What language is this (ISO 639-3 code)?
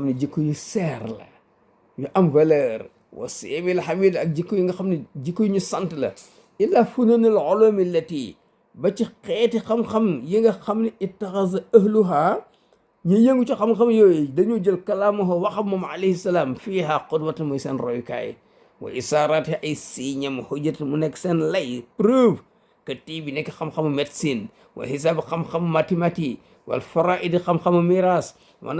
wol